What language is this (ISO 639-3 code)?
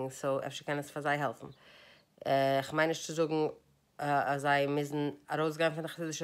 yid